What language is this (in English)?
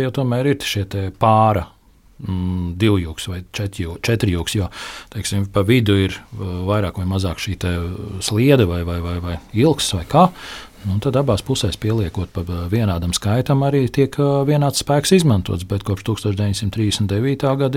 Latvian